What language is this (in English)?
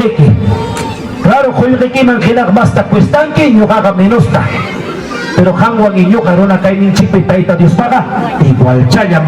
Ayacucho Quechua